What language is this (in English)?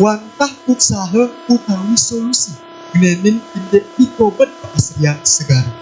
Balinese